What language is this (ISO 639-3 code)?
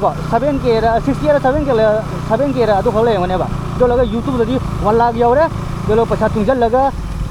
mni